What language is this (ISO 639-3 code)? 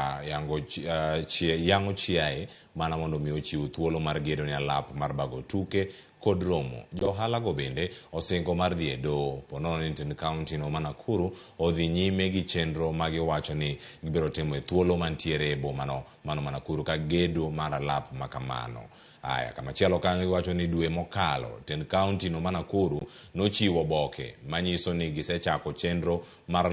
luo